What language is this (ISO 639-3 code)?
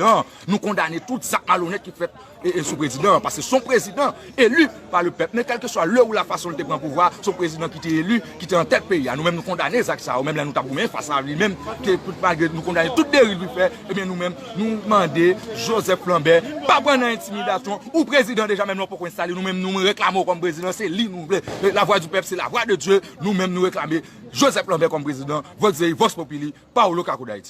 hat